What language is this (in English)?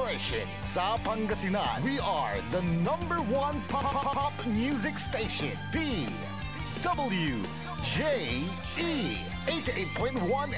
Pangasinan